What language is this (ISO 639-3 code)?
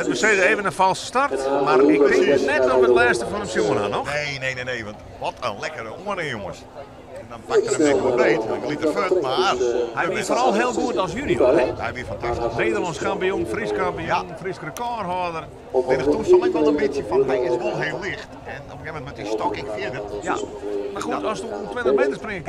fry